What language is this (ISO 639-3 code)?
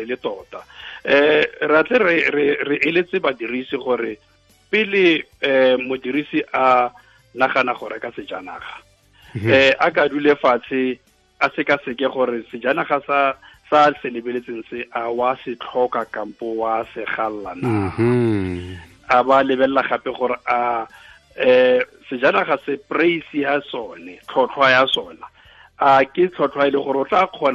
tsn